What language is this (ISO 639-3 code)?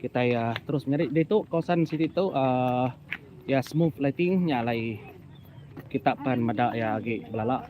iba